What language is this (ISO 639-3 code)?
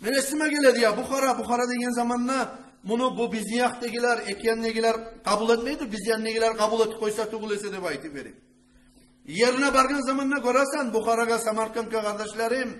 kum